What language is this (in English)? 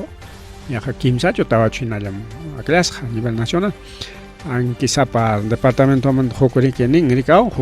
Ayacucho Quechua